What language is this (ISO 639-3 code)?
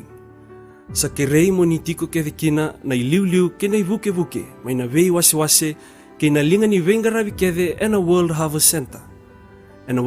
fij